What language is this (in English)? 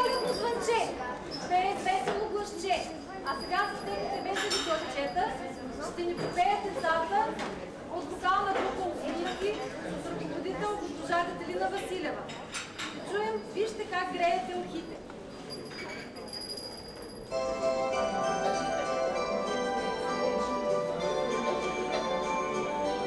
Bulgarian